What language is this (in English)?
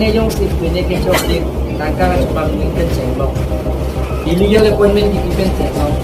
Karbi